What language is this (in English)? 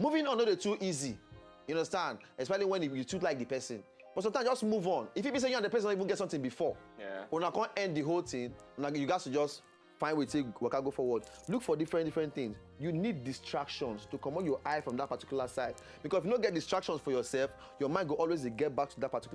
Nigerian Pidgin